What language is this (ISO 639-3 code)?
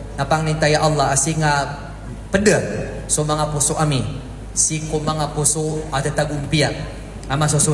mrw